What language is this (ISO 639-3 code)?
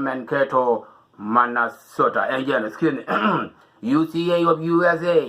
nus